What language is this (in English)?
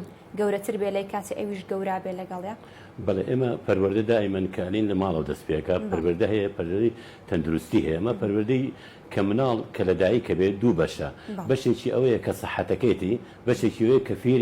Central Kurdish